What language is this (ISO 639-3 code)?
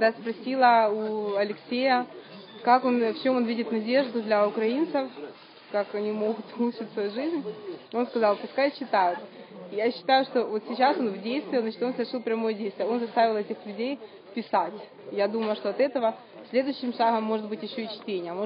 rus